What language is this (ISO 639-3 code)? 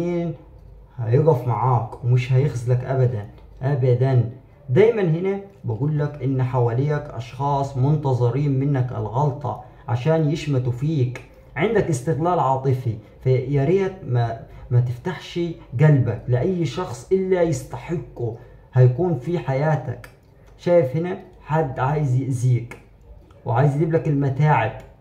arz